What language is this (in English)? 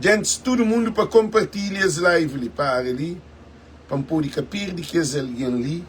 Kabuverdianu